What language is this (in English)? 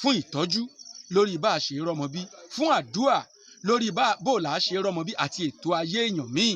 Yoruba